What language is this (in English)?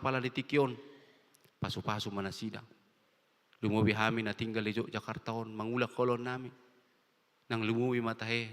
Batak Toba